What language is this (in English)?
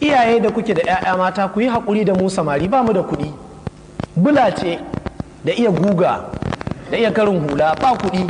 Hausa